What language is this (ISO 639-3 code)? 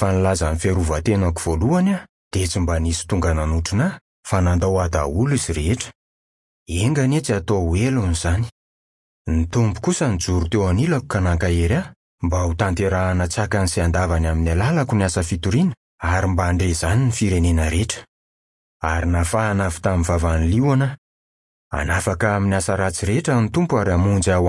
mlg